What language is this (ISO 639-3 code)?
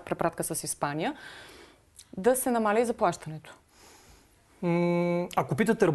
bul